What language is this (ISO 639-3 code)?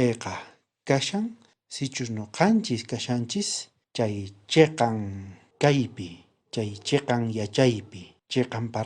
quh